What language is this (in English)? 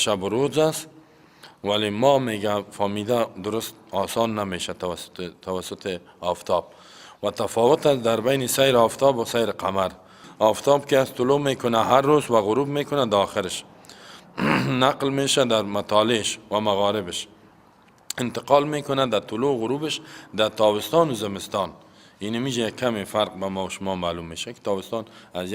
Persian